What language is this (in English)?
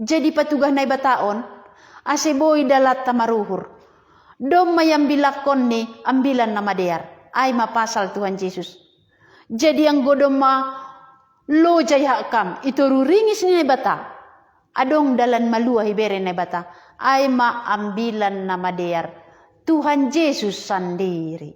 Batak Simalungun